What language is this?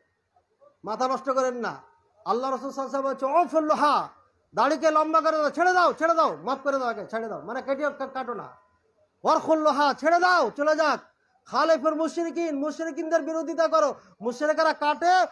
Bangla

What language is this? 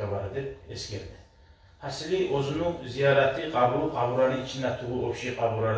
Kumyk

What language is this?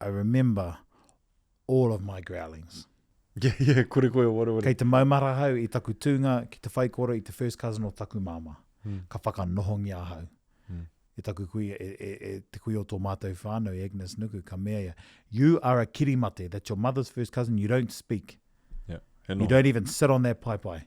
Māori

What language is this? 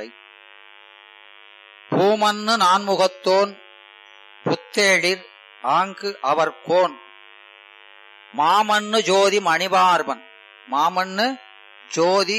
Tamil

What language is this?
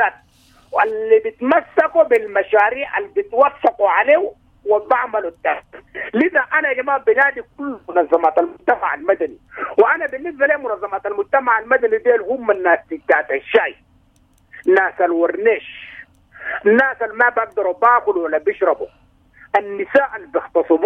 Sudanese Arabic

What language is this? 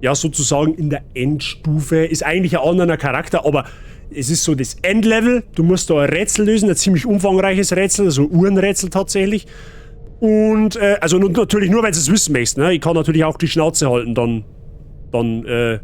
Bavarian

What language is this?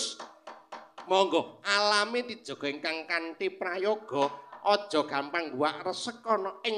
Javanese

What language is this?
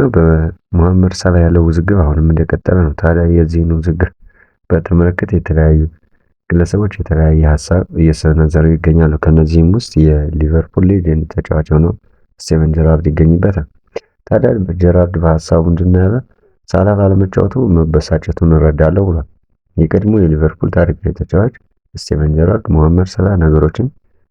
Amharic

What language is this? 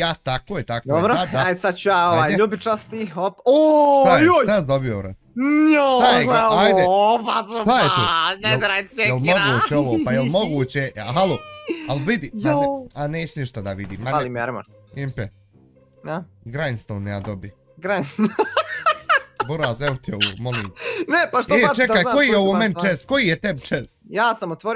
Bosnian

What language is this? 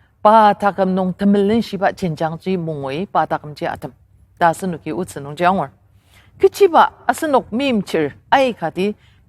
Ao Naga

